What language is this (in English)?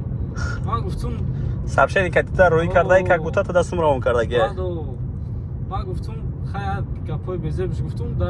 Tajik